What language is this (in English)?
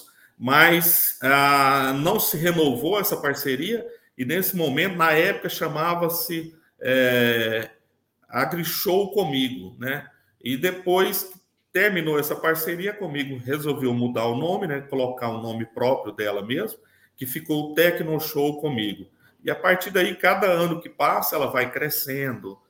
Portuguese